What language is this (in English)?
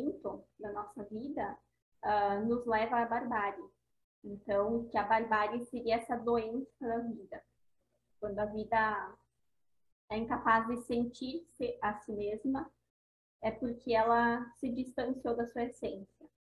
Portuguese